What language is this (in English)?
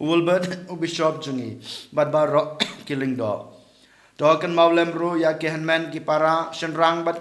Khasi